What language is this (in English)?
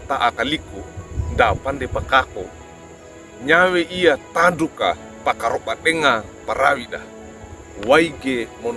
Wejewa